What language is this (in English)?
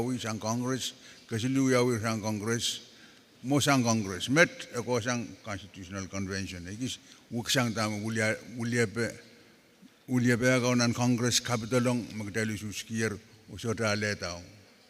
Pohnpeian